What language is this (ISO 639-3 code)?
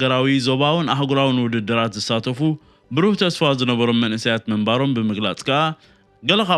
tir